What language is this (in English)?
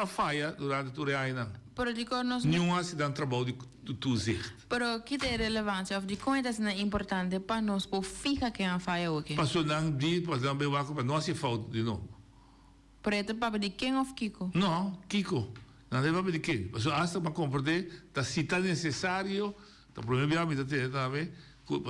Papiamento